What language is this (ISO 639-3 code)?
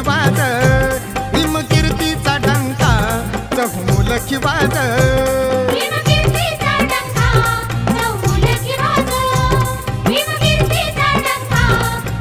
mar